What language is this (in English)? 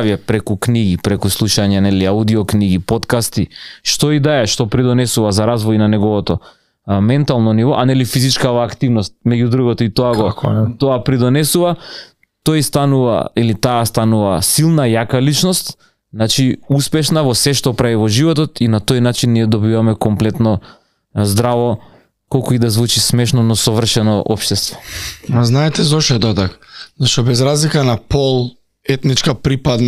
Macedonian